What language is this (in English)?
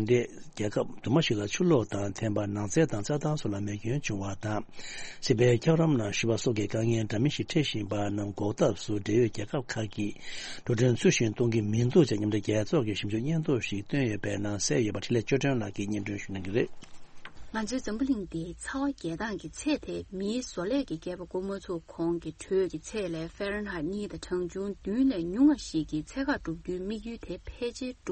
Tibetan